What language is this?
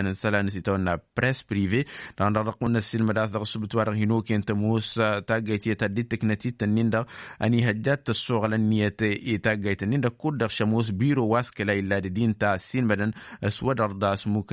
Tamasheq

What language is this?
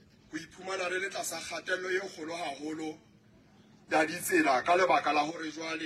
Southern Sotho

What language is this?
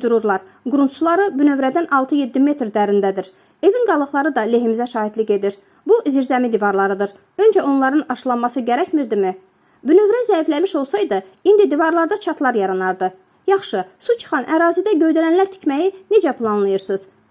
Azerbaijani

